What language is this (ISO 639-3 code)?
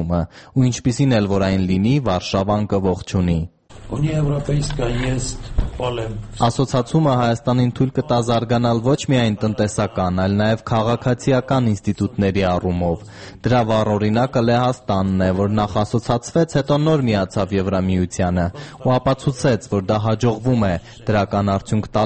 hye